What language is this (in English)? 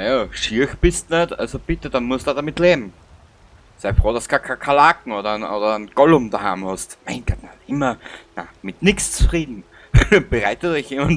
Bavarian